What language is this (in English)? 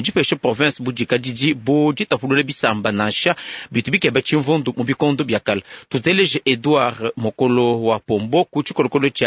Luba-Lulua